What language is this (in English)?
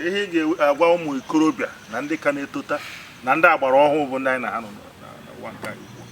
Igbo